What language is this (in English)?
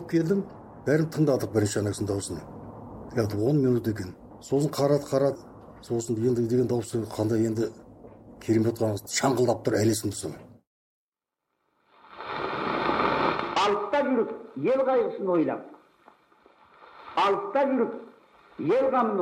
Kazakh